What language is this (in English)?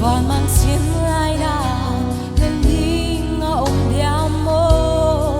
Paite Chin